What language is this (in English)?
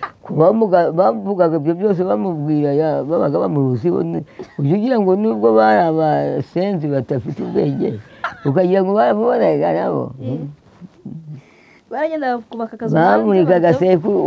Kinyarwanda